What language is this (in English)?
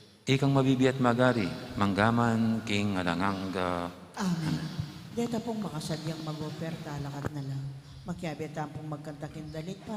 Pampanga